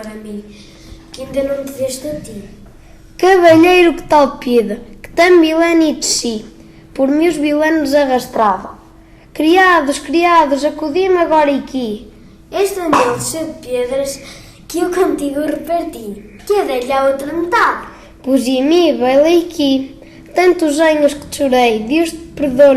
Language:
Mirandese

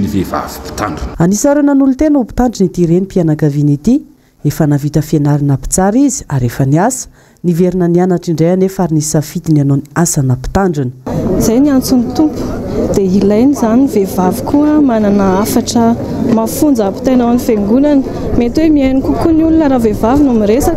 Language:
Malagasy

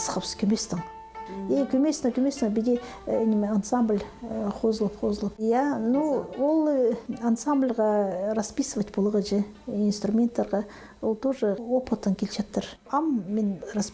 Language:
Khakas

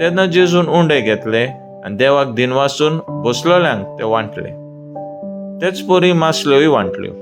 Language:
Konkani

